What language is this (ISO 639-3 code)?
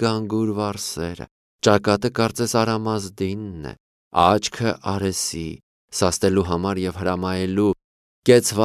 hye